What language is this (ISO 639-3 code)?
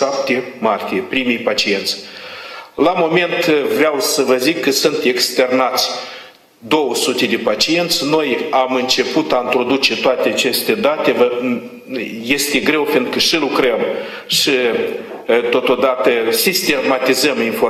ron